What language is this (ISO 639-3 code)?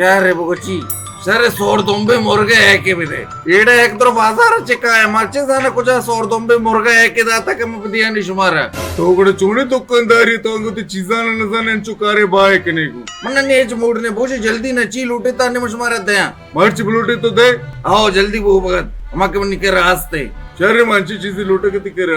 bal